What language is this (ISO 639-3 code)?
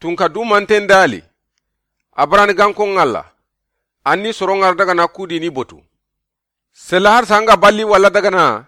snk